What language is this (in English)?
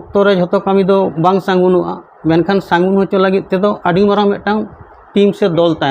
Santali